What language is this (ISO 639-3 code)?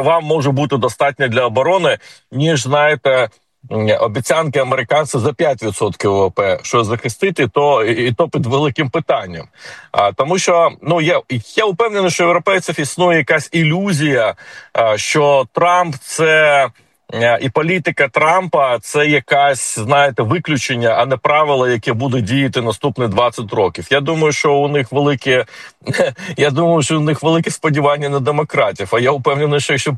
ukr